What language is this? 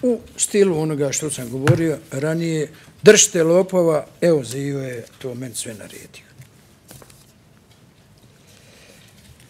Bosnian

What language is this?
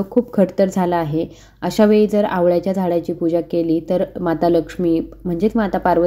Marathi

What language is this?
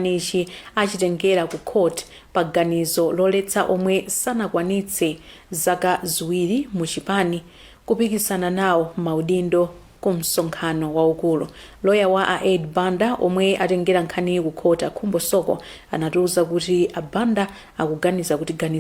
Nyanja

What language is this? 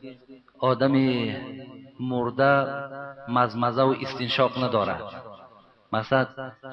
Tajik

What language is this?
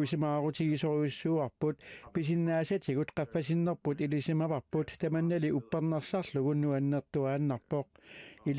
Kalaallisut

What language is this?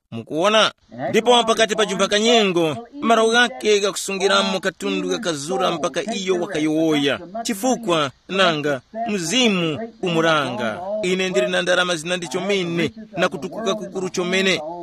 Tumbuka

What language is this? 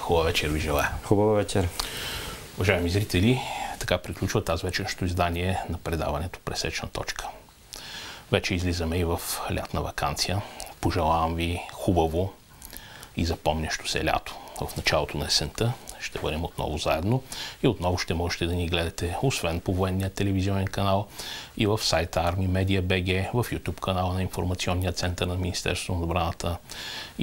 Bulgarian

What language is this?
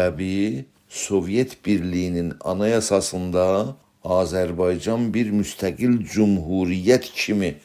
South Azerbaijani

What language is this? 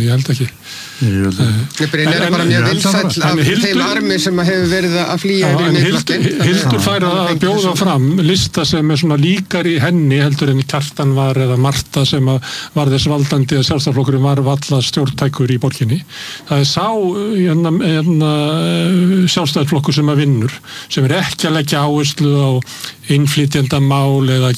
Icelandic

